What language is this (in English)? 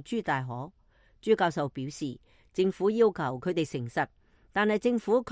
Cantonese